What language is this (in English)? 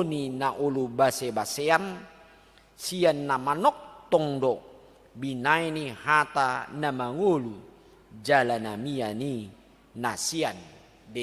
Batak Toba